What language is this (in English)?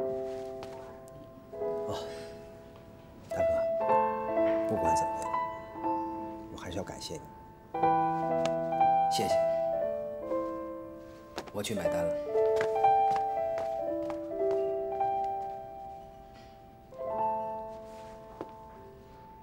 Chinese